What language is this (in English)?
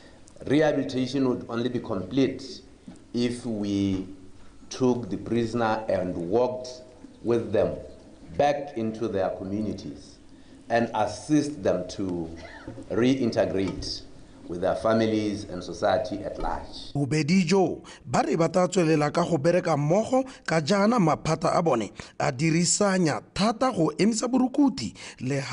Tswana